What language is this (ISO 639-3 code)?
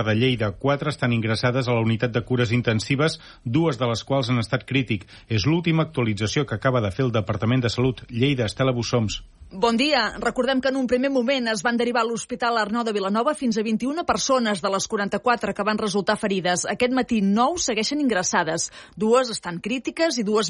cat